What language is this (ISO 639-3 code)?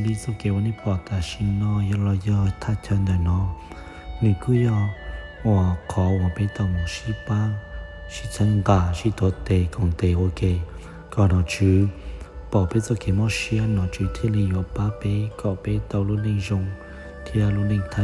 hmn